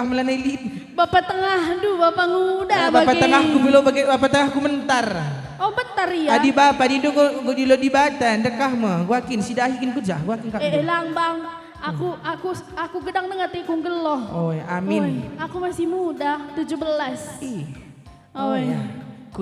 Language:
Batak Karo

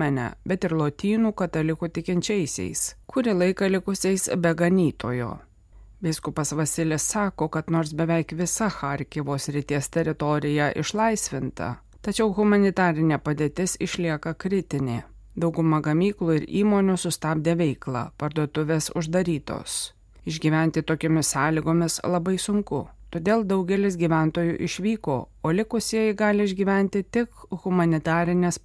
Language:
Lithuanian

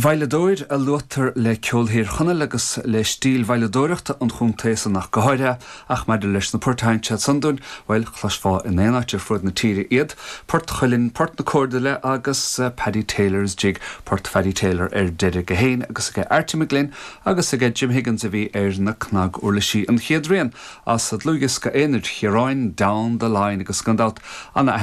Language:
Irish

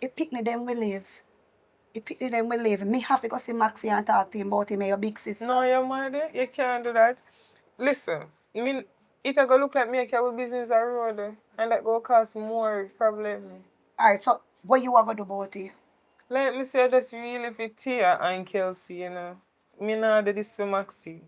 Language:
Jamaican Creole English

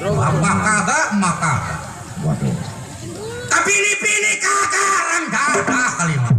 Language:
Betawi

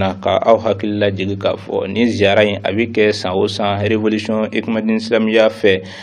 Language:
Bambara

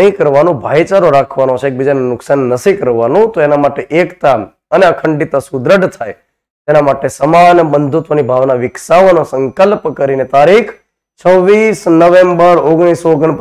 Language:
Gujarati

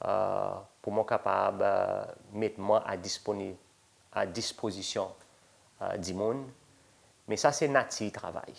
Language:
Seselwa Creole French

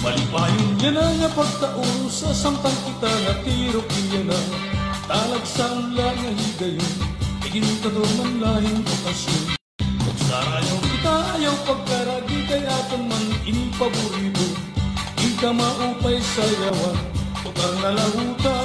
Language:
Waray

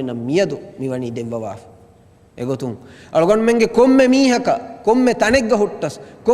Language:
Divehi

